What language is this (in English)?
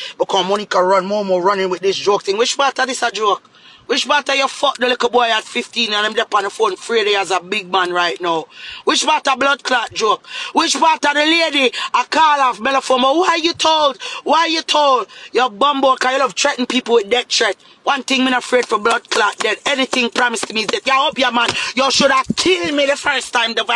Jamaican Creole English